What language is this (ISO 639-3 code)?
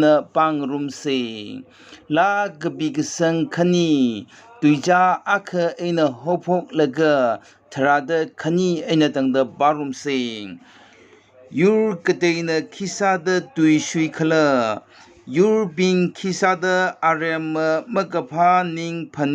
nmf